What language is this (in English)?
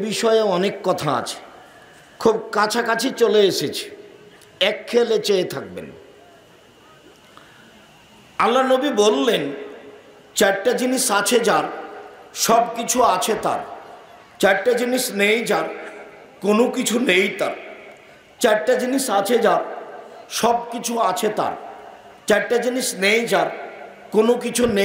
Bangla